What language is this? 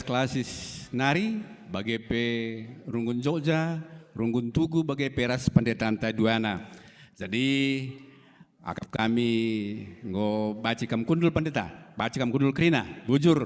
Batak Karo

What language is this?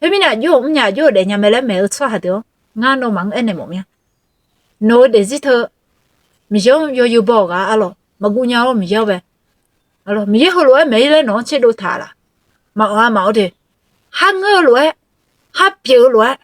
Akha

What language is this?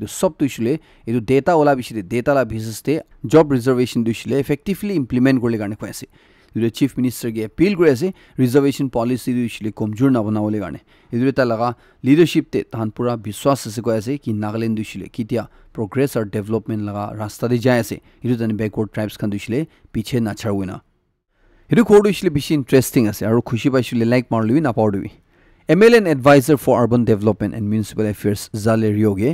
Naga Pidgin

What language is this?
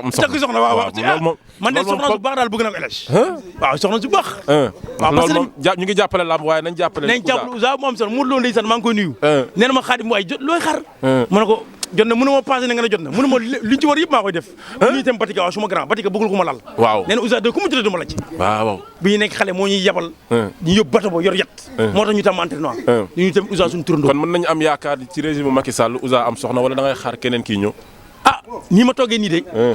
Wolof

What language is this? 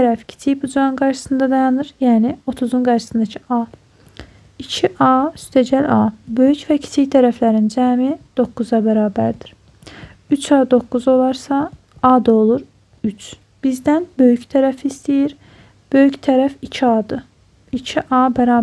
Azerbaijani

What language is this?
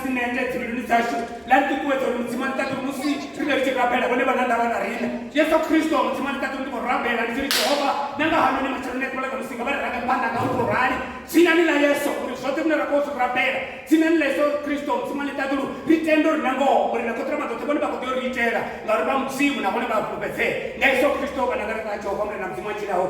Venda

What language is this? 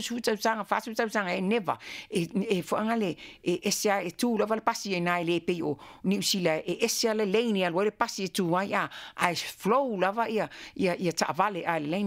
Samoan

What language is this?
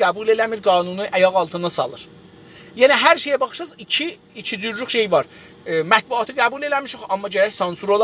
South Azerbaijani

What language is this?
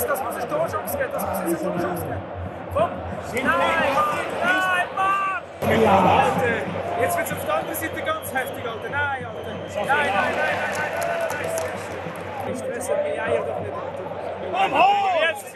Swiss German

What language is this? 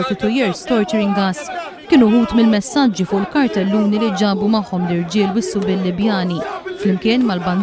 Maltese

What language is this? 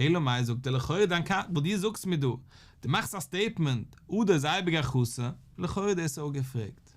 Yiddish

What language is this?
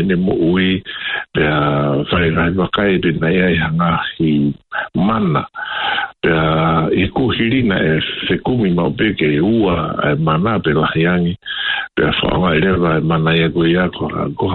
Tongan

